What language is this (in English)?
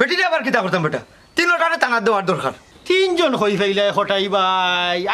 Sylheti